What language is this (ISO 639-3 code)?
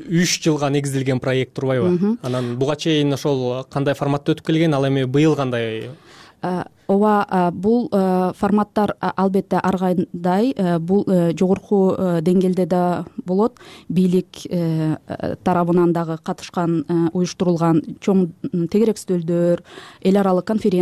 kir